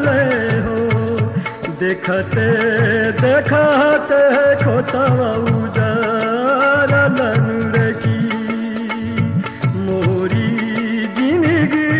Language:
Bhojpuri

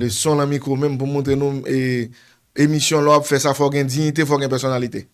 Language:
Haitian Creole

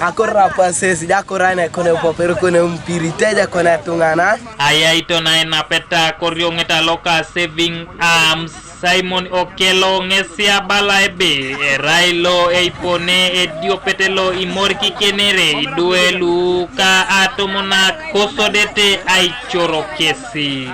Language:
Teso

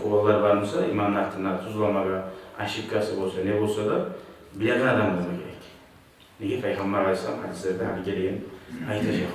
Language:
Kumyk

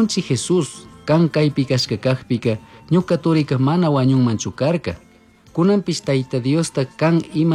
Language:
Chimborazo Highland Quichua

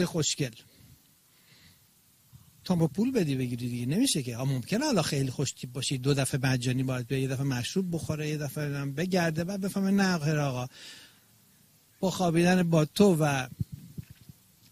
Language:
Persian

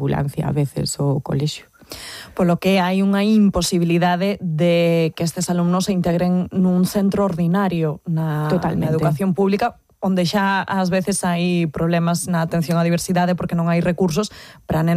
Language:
Galician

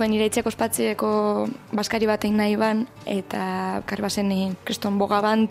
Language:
Basque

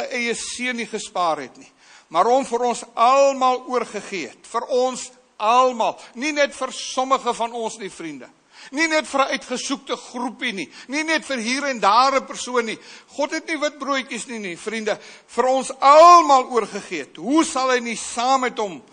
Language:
Afrikaans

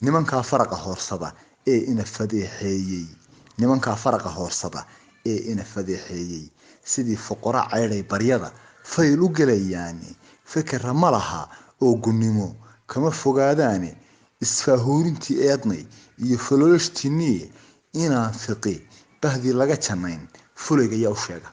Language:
Somali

